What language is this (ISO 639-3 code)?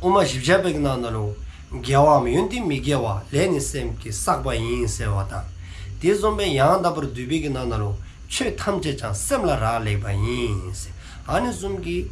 dzo